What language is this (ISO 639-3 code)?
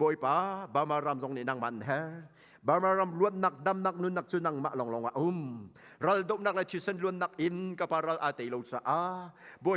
cnh